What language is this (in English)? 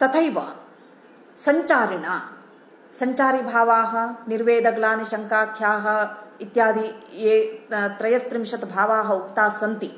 Sanskrit